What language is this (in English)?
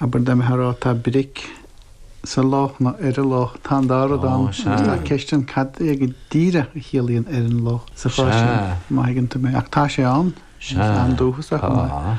Irish